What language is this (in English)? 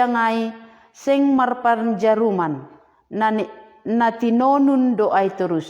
Batak Simalungun